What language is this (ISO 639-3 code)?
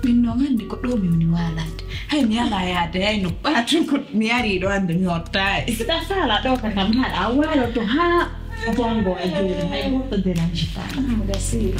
fuf